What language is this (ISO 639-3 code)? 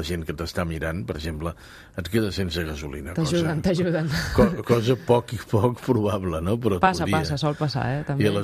cat